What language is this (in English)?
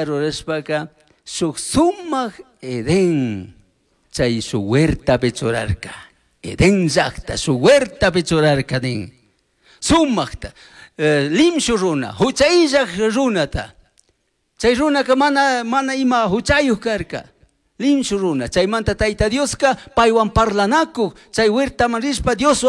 Chimborazo Highland Quichua